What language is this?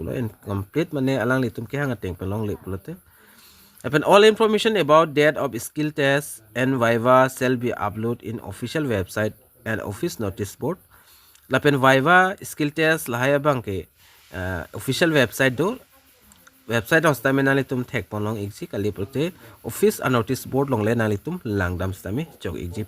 Karbi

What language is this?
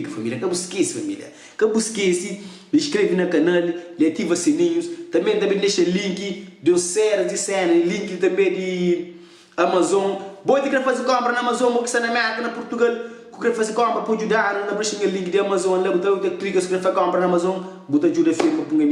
Kabuverdianu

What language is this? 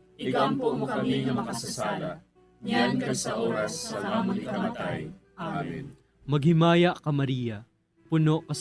Hiligaynon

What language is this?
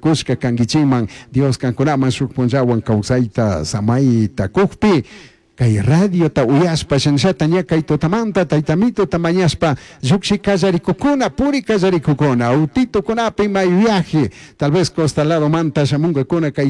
Chimborazo Highland Quichua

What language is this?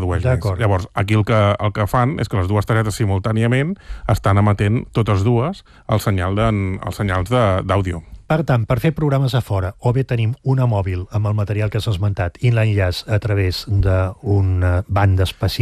Catalan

